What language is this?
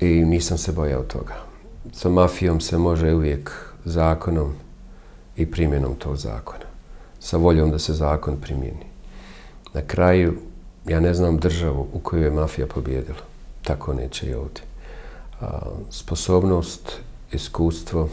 Bosnian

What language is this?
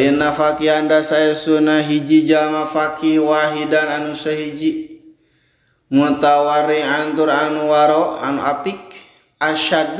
Sundanese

